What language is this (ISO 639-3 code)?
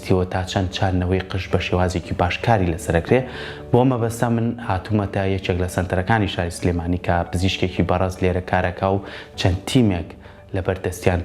ckb